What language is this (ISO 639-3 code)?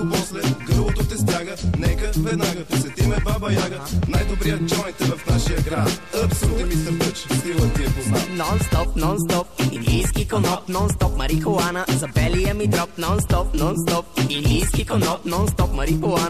bul